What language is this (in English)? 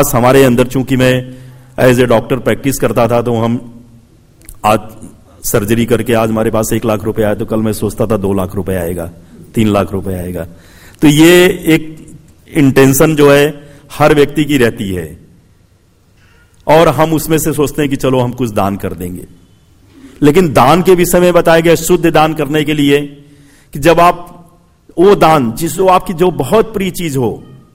Hindi